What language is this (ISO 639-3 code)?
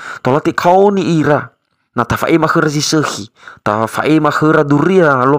nia